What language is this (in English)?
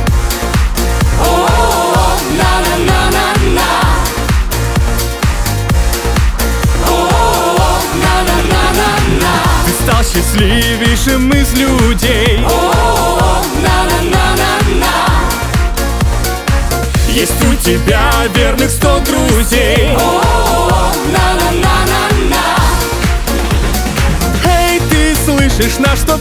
Russian